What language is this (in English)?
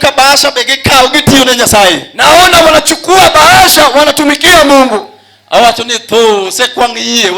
Luo (Kenya and Tanzania)